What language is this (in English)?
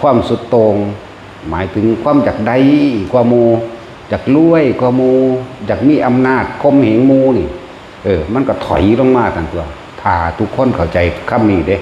Northeastern Thai